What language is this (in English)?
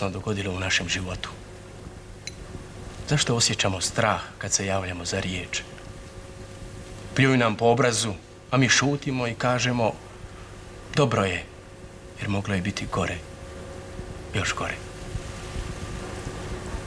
Croatian